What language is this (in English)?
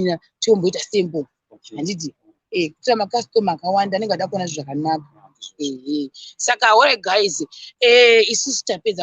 Shona